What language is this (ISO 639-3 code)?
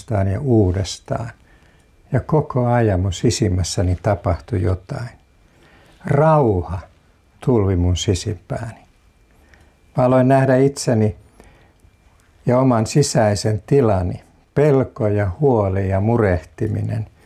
fin